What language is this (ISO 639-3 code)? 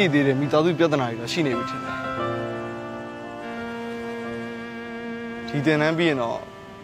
mya